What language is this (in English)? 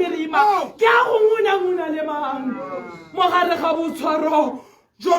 Tswana